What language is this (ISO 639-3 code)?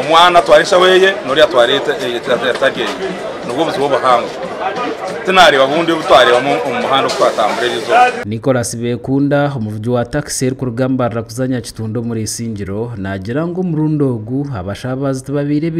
nyn